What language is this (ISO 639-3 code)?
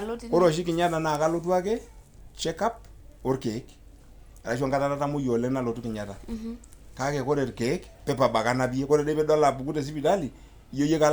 mas